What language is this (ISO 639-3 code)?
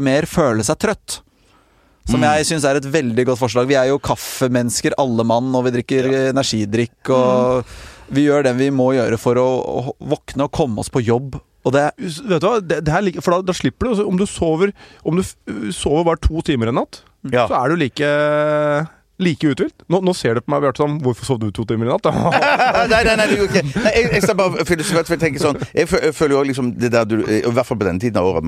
nor